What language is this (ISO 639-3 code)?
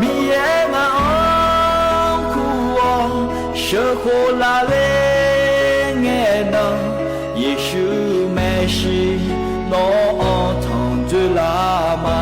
ahk